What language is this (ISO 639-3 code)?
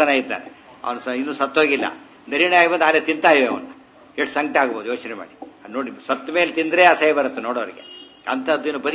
kan